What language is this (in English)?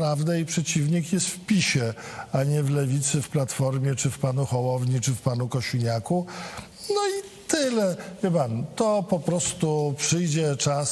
Polish